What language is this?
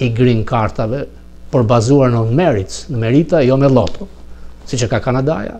Albanian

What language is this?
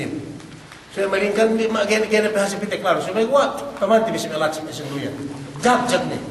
Yakan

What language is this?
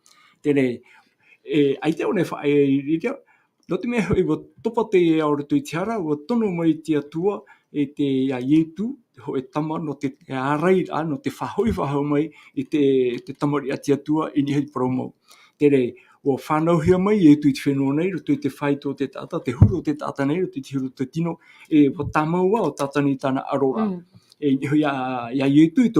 Tahitian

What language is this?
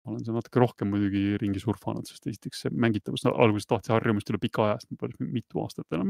Estonian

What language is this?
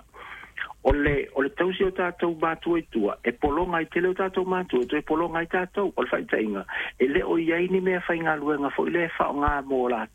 Samoan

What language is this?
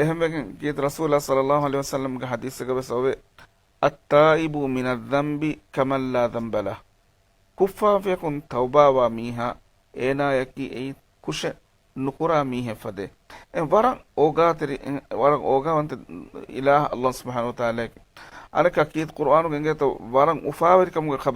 Divehi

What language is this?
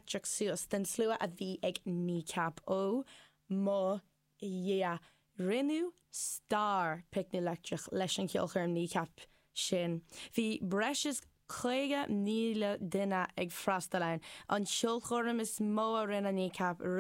Irish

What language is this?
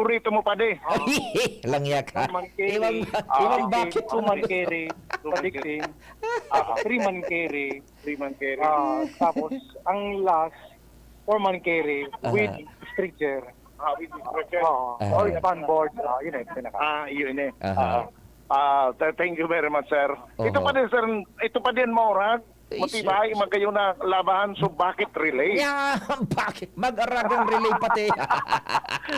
Bikol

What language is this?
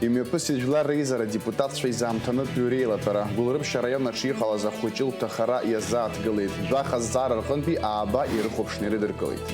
Abkhazian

